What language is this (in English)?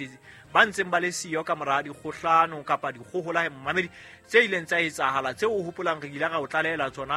Southern Sotho